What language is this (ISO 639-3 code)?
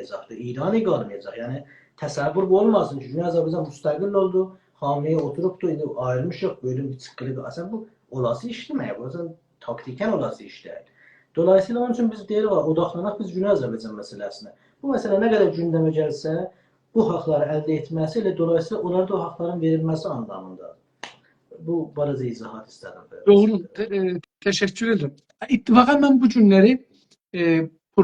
azb